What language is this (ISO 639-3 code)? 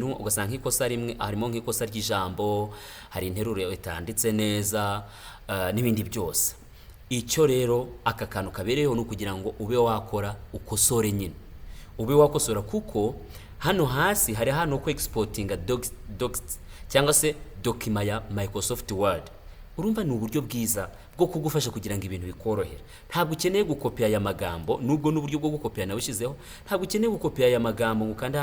kin